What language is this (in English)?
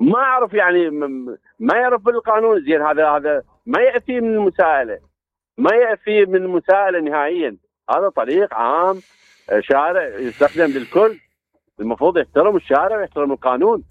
Mesopotamian Arabic